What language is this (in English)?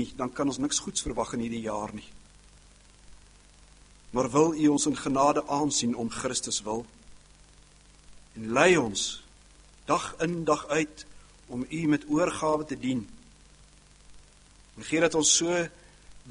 Afrikaans